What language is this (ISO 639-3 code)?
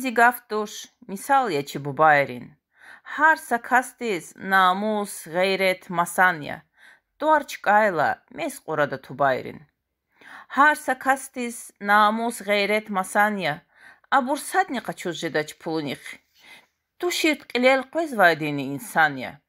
lez